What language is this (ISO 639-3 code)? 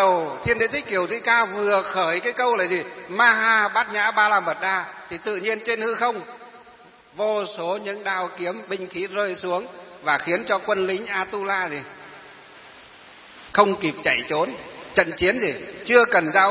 vie